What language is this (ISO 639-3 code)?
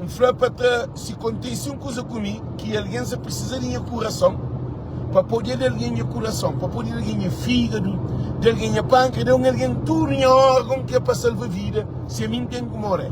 kea